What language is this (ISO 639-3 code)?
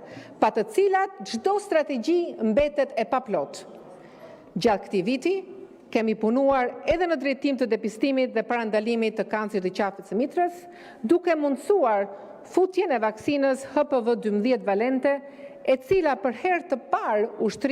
sqi